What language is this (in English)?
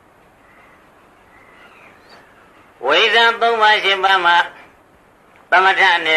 Burmese